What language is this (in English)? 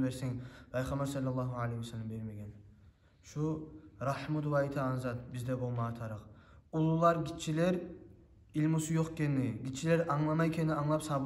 Kumyk